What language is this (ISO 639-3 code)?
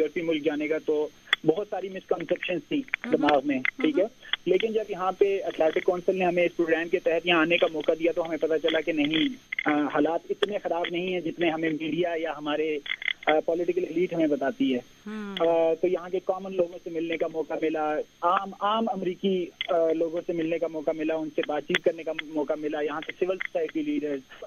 urd